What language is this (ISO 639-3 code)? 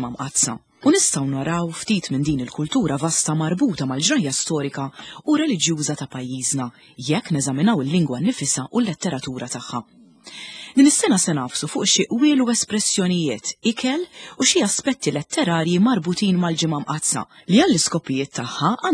mlt